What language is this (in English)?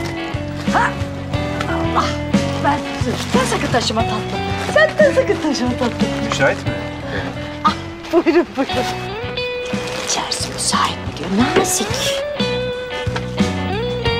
Turkish